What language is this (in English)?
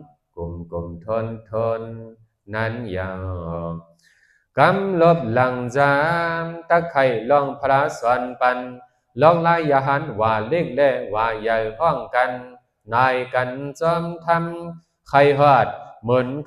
Shan